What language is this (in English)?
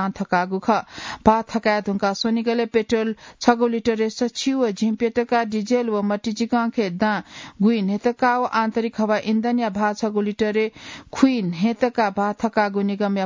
Newari